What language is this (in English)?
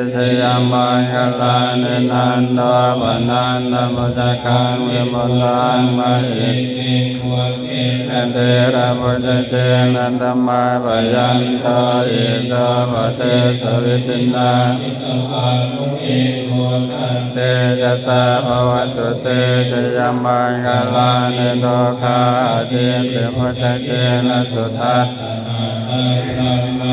Pali